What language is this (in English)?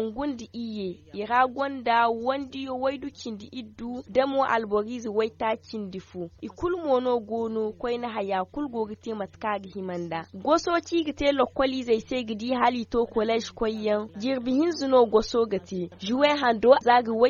Zarma